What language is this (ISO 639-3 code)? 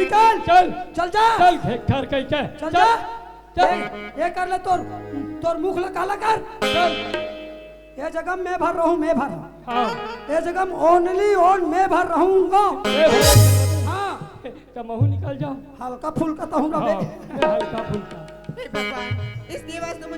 hne